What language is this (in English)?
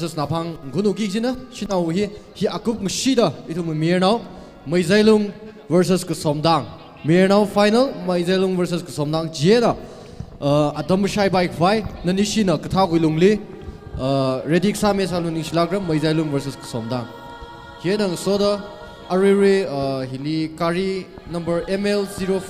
Tangkhul Naga (India)